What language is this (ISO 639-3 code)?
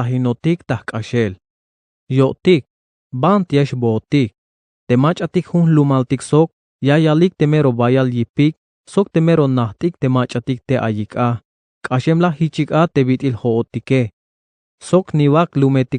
tzh